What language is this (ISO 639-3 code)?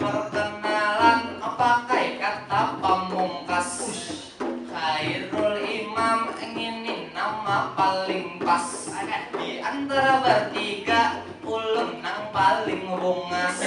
bjn